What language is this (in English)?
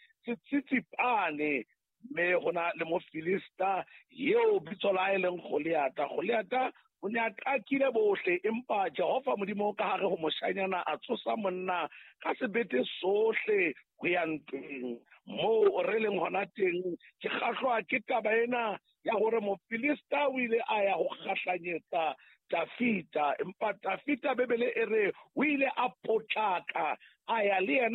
Southern Sotho